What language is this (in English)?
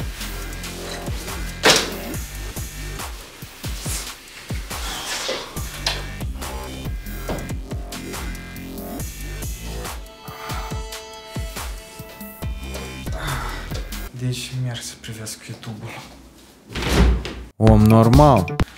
Romanian